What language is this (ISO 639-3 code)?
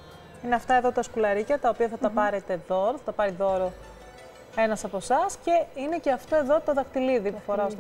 ell